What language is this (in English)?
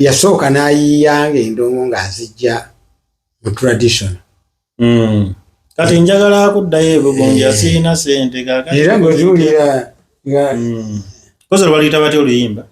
Ganda